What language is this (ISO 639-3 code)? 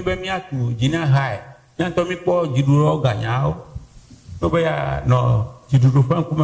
ewe